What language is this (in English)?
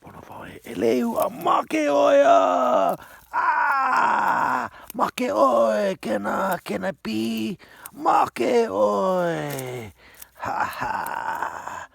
Hawaiian